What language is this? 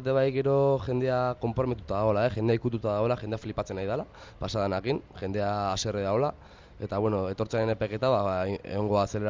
Basque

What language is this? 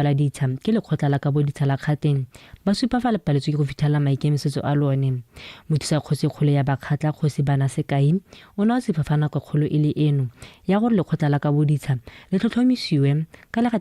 Tswana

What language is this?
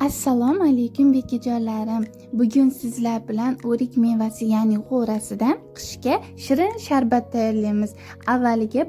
Uzbek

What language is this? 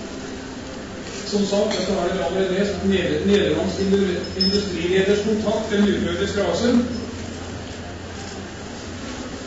Norwegian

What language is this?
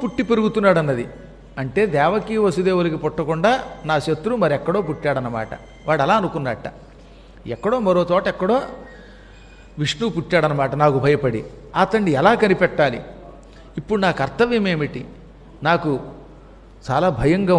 Telugu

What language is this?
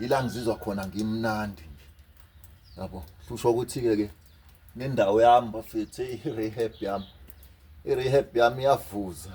Zulu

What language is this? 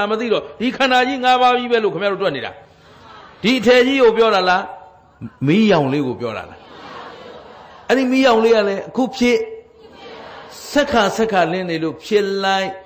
Burmese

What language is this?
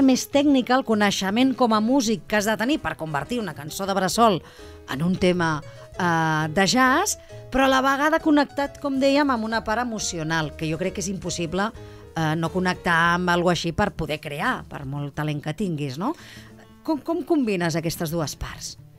Catalan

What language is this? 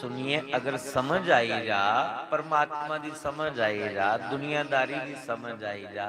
Dogri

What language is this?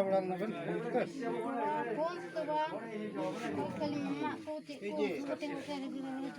Santali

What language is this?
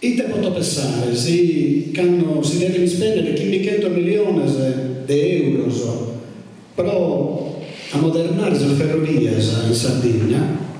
Sardinian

